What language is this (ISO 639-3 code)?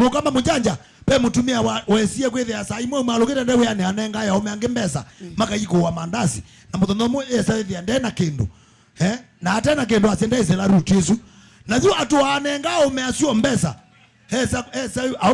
kam